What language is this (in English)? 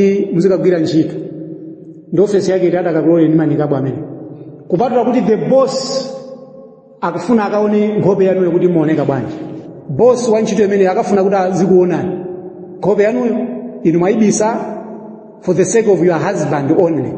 Nyanja